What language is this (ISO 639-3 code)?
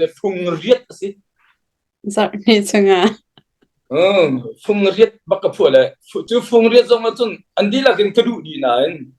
cnh